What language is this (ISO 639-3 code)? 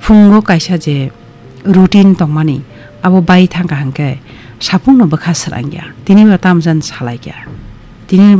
trp